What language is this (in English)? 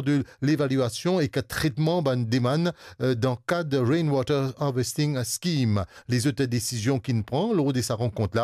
Morisyen